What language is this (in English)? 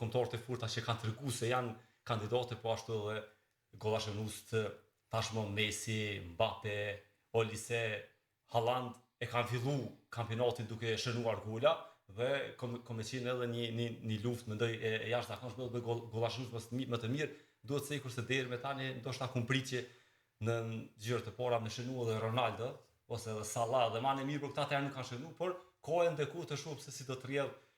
Albanian